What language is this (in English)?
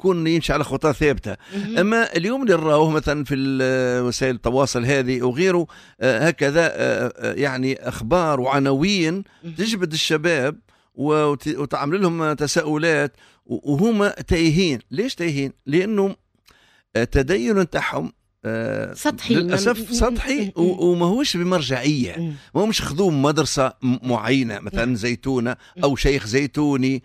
Tunisian Arabic